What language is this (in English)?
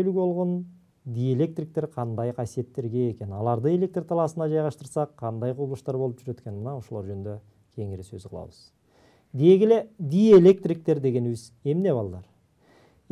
Kyrgyz